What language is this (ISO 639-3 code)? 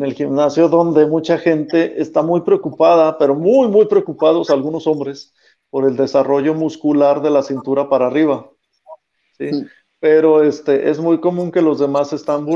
spa